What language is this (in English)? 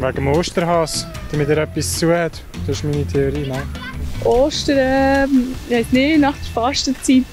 Swiss German